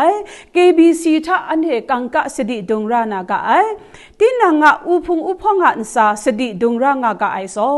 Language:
Kachin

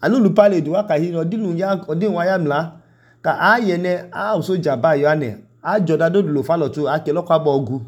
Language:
Idoma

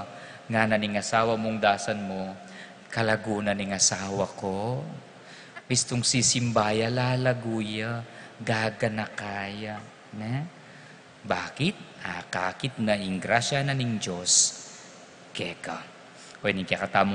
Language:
Pampanga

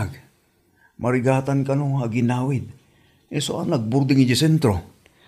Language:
Iloko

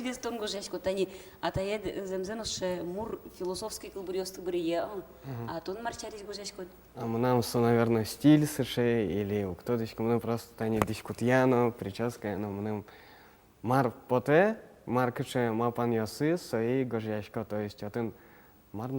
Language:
Udmurt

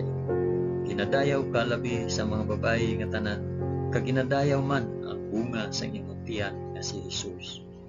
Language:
Hiligaynon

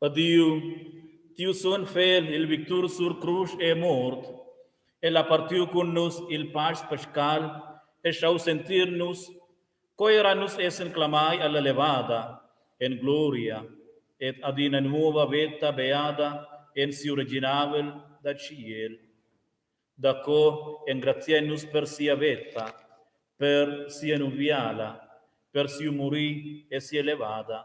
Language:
Romansh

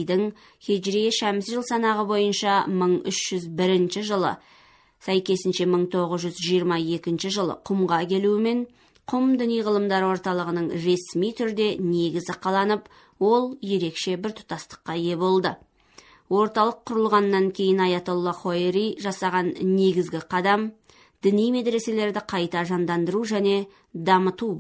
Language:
Kazakh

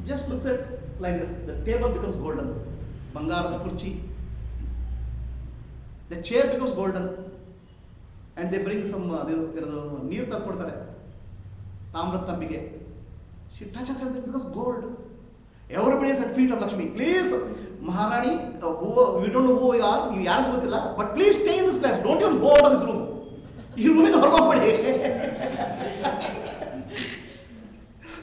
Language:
Kannada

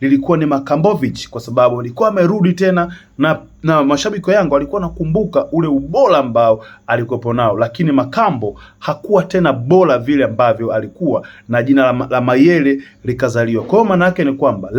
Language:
Swahili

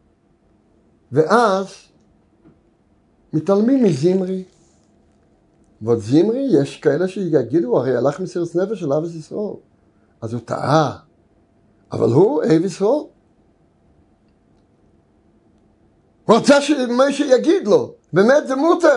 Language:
Hebrew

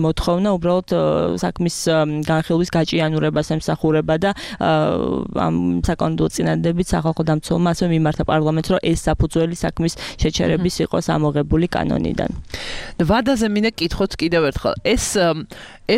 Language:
Georgian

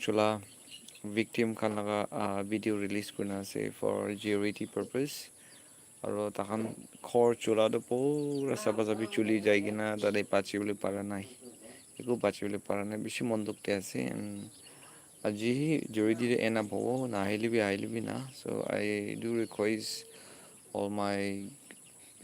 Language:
Naga Pidgin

